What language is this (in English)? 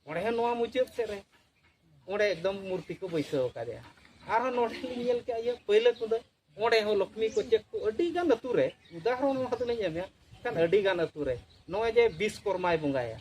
Santali